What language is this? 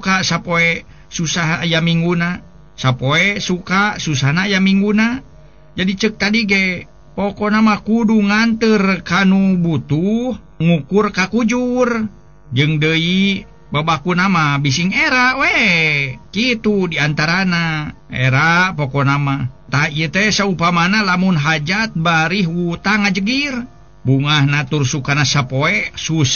Sundanese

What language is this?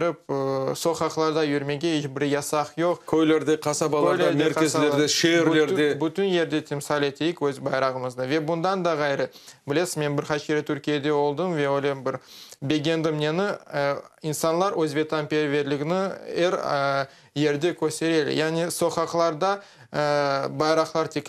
Crimean Tatar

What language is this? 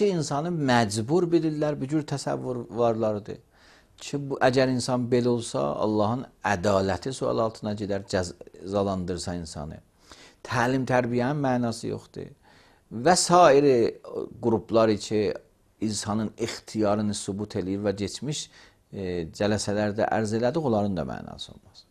Azerbaijani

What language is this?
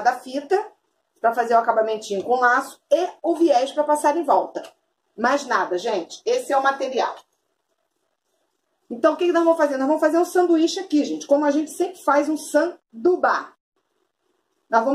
Portuguese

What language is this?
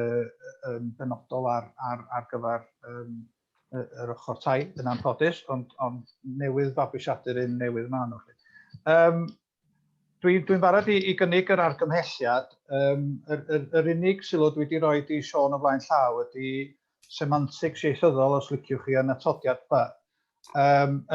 Welsh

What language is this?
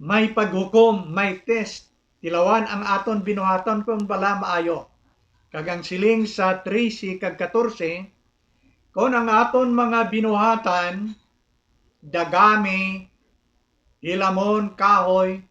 Hiligaynon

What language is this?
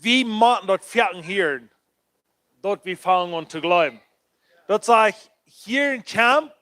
Plautdietsch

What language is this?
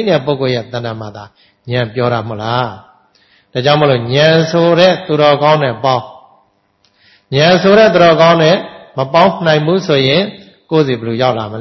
Burmese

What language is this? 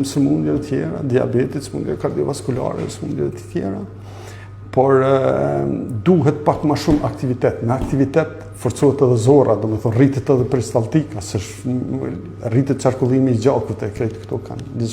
Albanian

